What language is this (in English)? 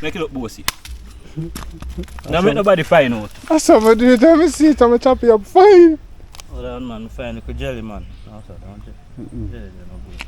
Jamaican Creole English